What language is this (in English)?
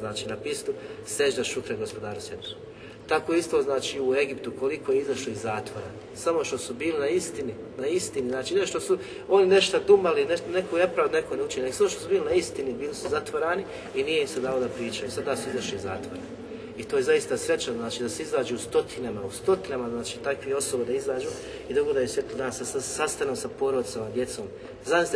Bosnian